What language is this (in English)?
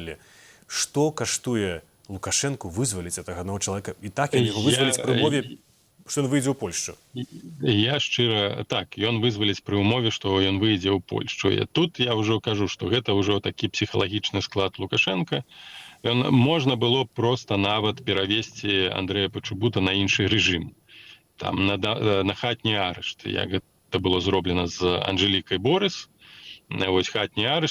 Belarusian